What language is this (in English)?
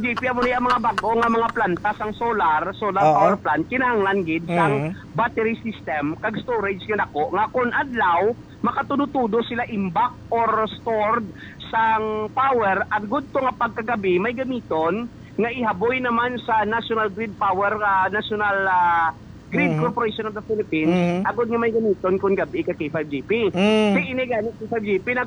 Hiligaynon